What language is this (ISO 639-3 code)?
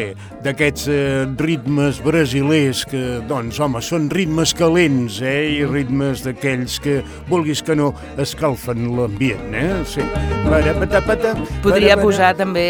cat